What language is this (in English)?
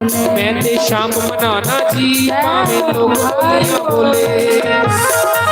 Dogri